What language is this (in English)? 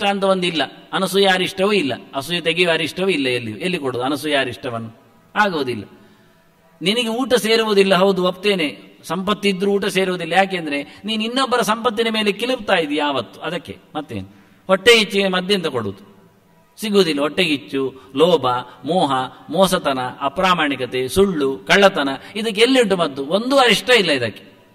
Kannada